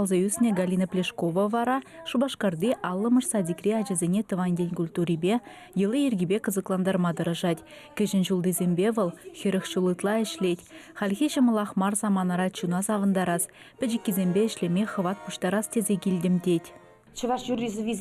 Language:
Chuvash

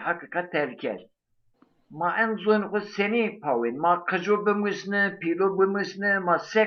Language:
Zaza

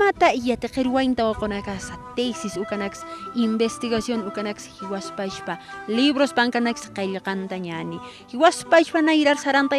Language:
Aymara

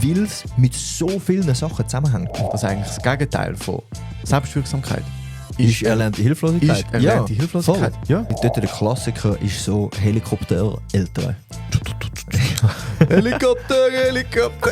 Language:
Swiss German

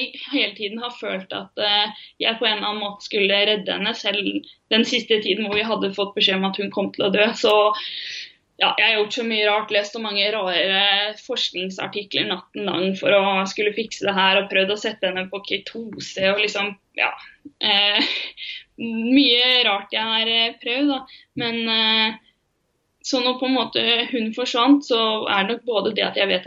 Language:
Norwegian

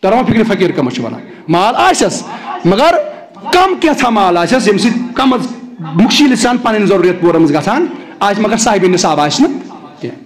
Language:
Kashmiri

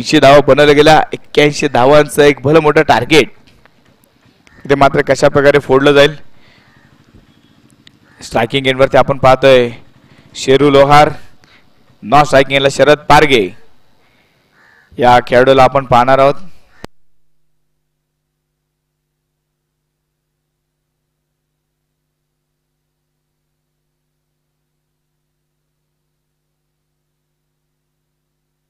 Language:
Marathi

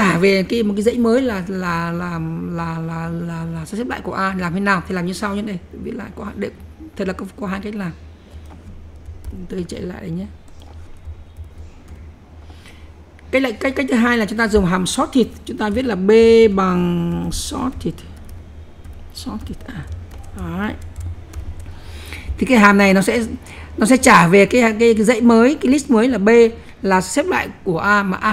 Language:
Vietnamese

